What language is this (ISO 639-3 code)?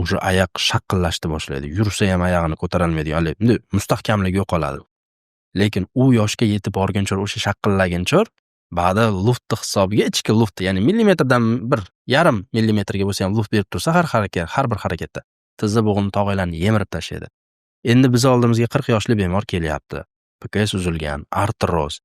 uzb